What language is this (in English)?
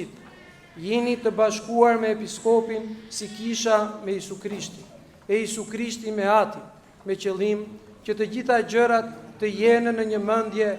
Albanian